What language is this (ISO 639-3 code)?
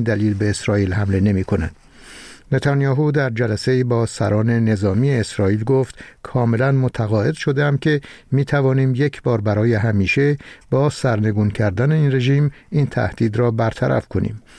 fas